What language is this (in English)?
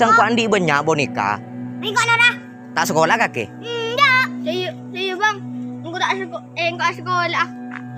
Madurese